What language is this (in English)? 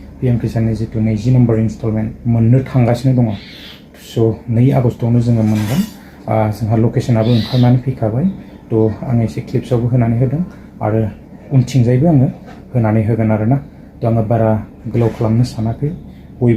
Bodo